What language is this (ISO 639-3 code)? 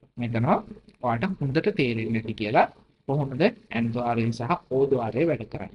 sin